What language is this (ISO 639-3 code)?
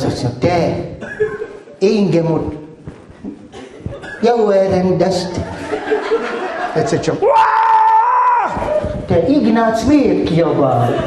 hun